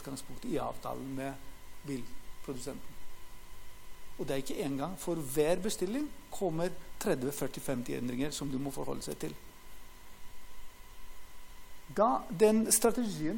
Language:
Norwegian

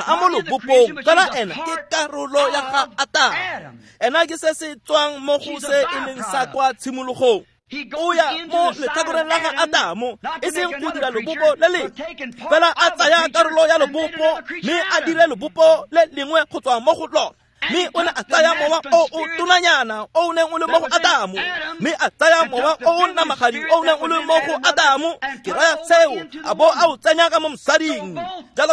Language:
Tswana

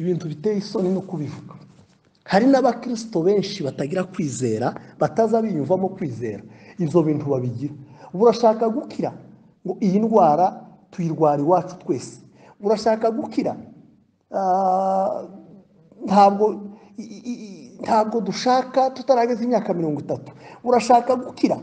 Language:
Kinyarwanda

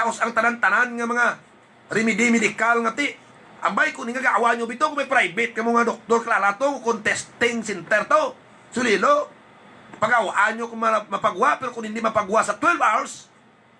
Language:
Hiligaynon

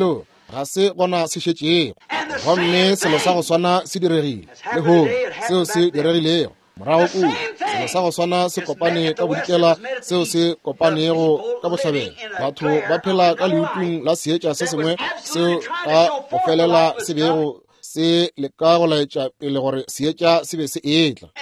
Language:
Northern Sotho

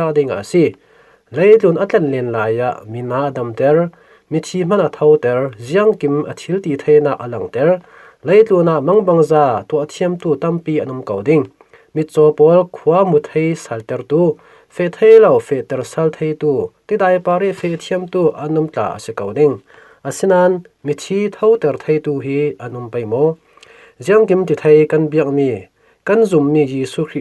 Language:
Falam Chin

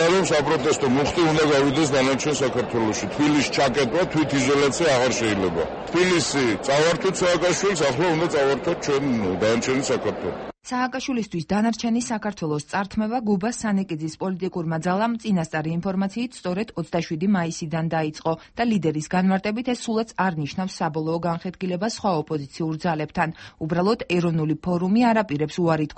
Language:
Georgian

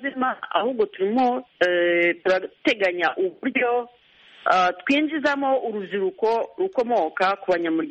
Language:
Kinyarwanda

